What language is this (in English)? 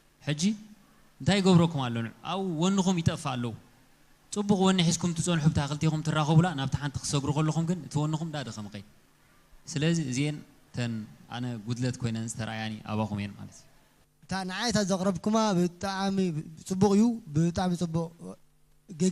Tigrinya